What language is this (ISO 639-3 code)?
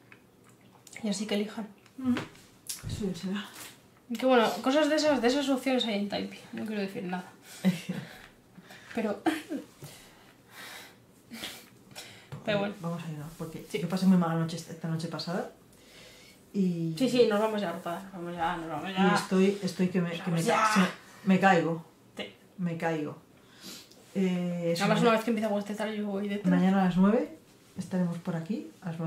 spa